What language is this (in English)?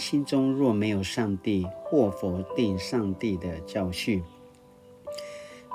Paiwan